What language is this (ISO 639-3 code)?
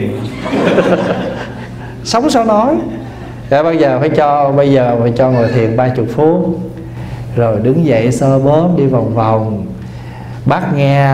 vie